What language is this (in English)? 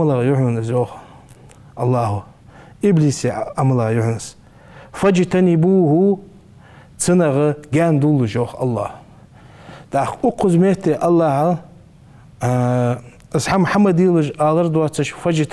Ingush